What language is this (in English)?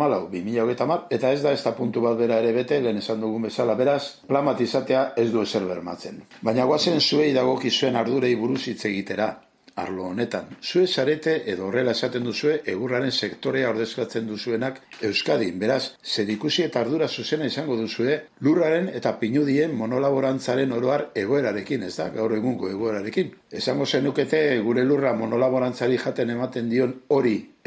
Basque